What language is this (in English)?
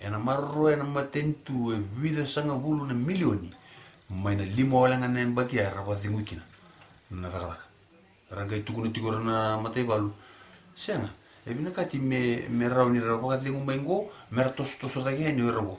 Fijian